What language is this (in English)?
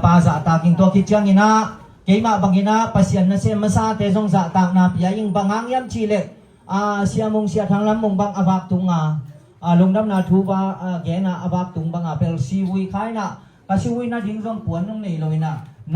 Tedim Chin